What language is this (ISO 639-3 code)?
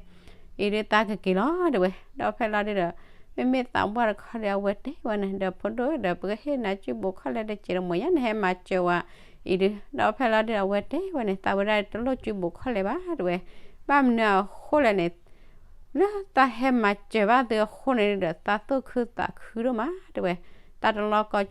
ksw